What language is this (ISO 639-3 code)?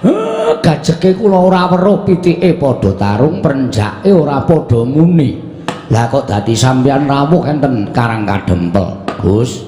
jav